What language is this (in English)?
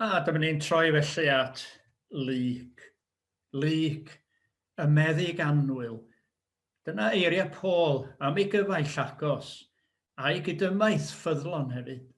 Welsh